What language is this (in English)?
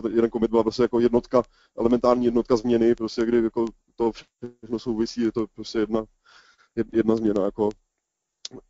Czech